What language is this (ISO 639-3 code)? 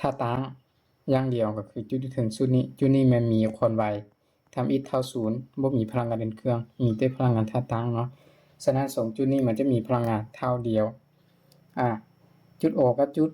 lao